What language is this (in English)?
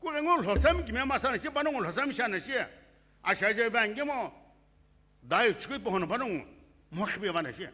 Sumi Naga